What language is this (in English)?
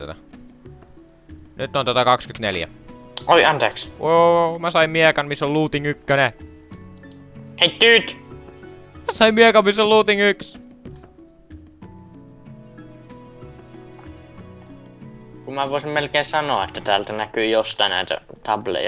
Finnish